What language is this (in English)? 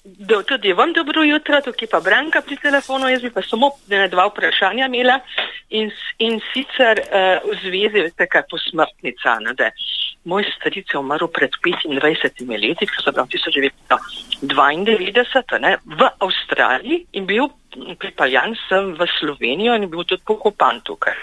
Slovenian